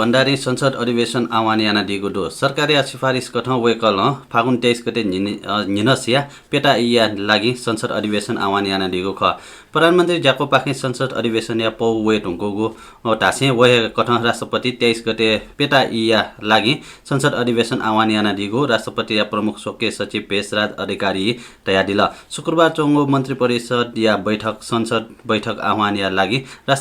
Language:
Newari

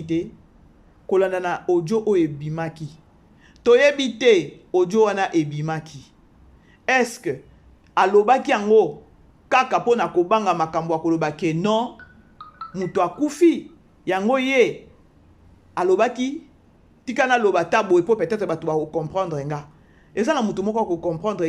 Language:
Lingala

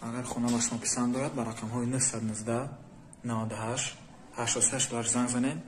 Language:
Tajik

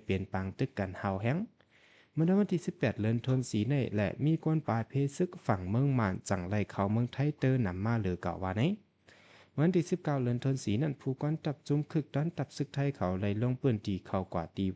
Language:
Shan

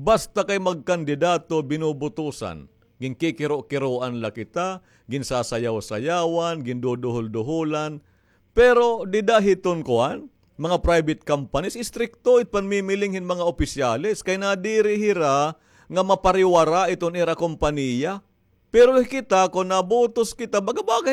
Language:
Waray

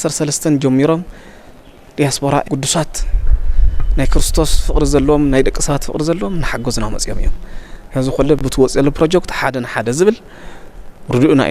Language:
Tigrinya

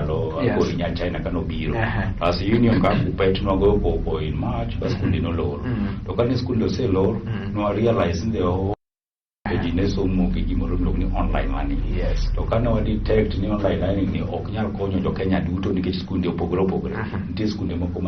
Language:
Luo (Kenya and Tanzania)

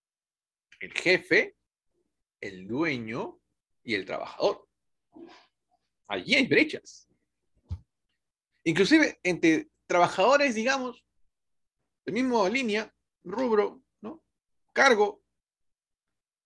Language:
Spanish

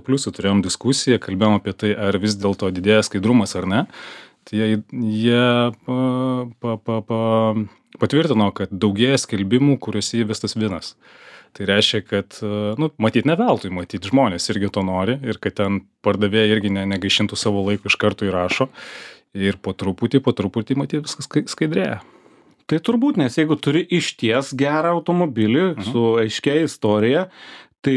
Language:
Lithuanian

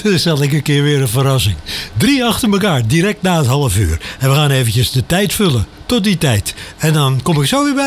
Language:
Dutch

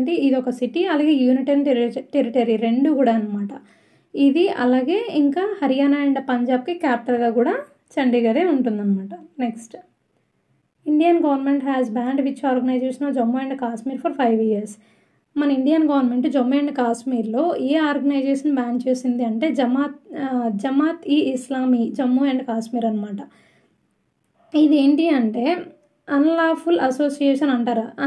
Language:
Telugu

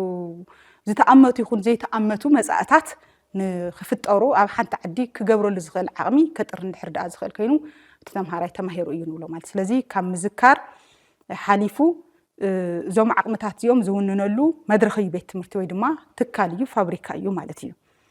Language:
Tigrinya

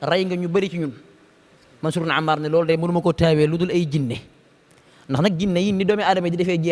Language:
Wolof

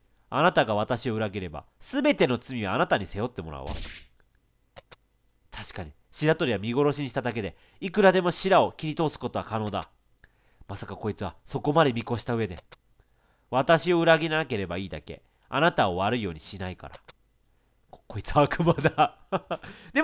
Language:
Japanese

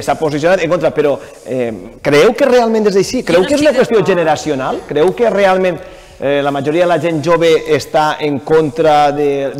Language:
Catalan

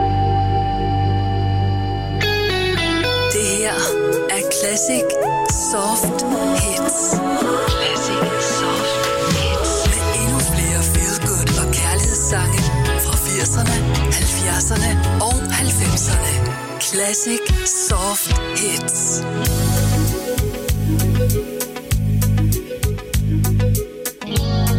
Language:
Danish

